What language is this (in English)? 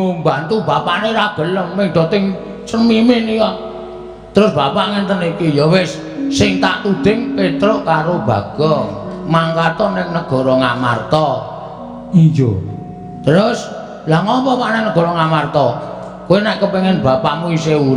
Javanese